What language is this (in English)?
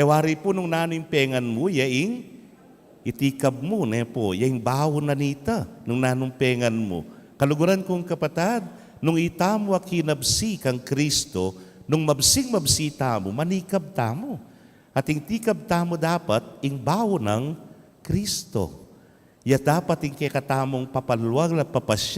Pampanga